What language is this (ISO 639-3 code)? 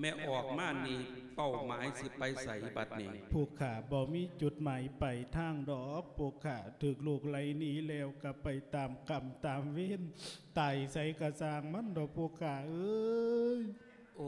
lao